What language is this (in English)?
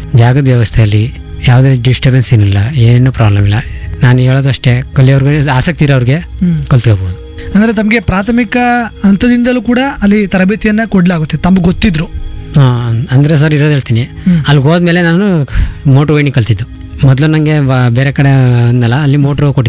Kannada